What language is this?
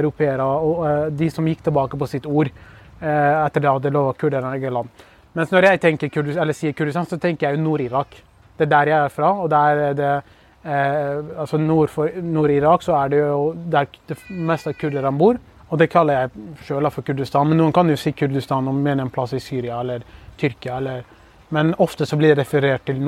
Norwegian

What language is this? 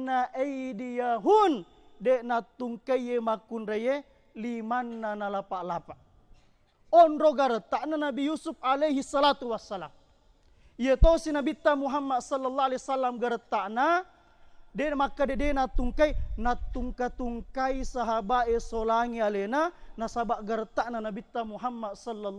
Buginese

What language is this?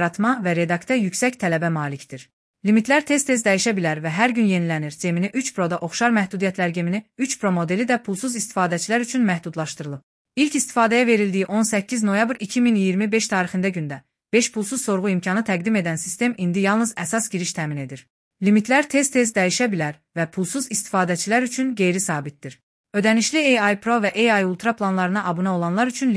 Azerbaijani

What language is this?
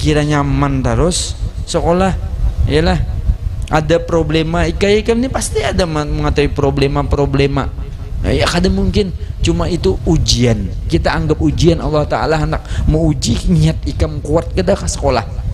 Banjar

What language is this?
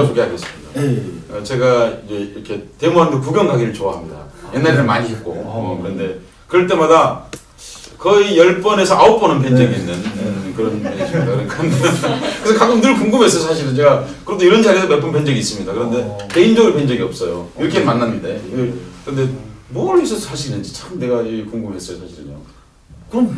Korean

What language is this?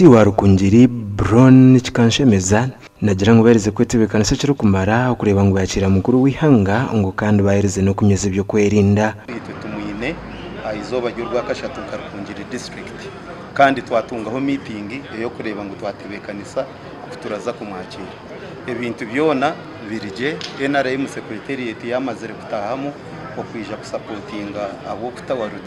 Nyankole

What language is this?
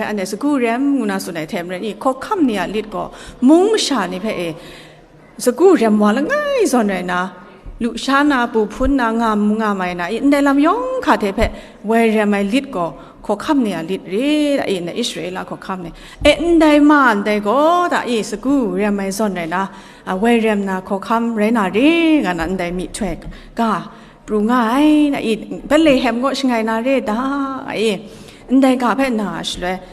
Kachin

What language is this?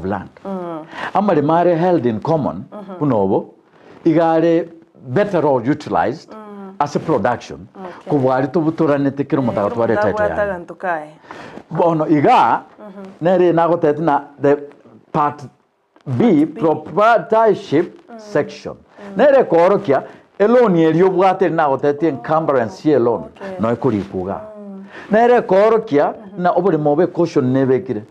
Gusii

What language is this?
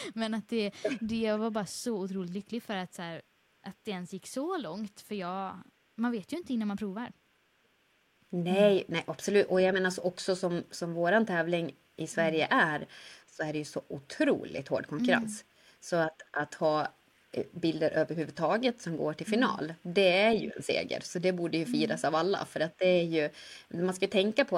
Swedish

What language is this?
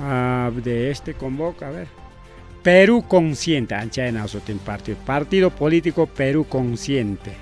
Ayacucho Quechua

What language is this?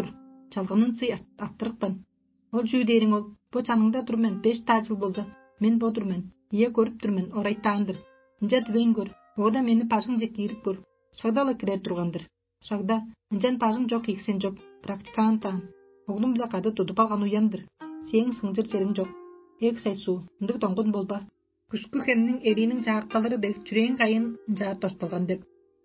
Tuvinian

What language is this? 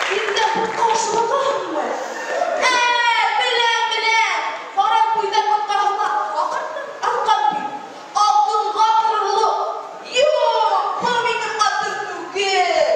Bashkir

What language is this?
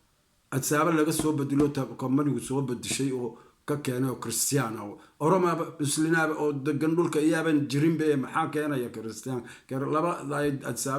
Somali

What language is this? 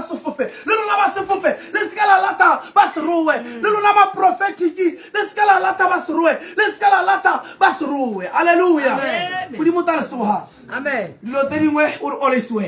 Tswana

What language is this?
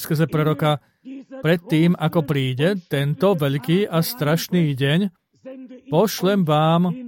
Slovak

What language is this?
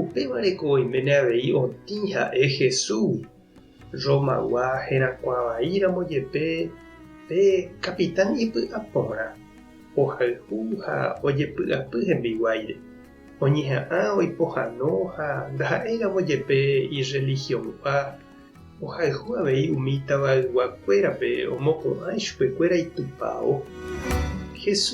Guarani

